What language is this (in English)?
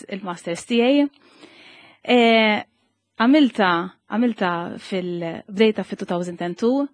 Maltese